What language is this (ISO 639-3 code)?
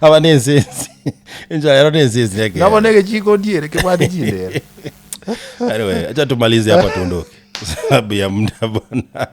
guz